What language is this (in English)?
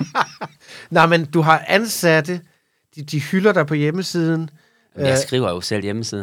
Danish